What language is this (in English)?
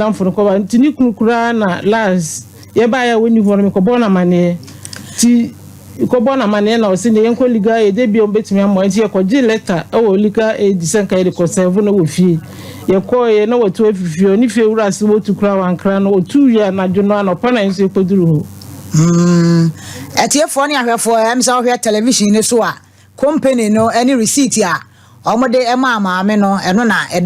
Akan